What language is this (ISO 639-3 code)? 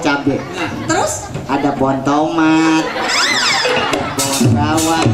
bew